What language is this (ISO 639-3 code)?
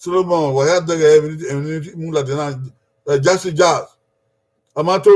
bin